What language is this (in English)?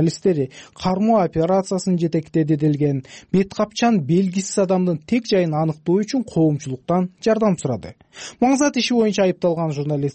Kyrgyz